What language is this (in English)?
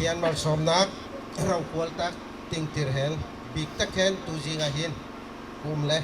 Bawm Chin